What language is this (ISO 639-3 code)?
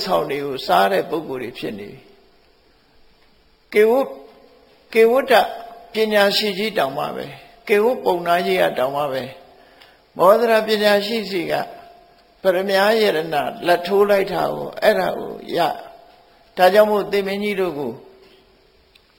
mya